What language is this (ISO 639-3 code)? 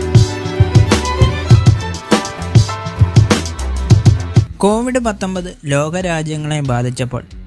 mal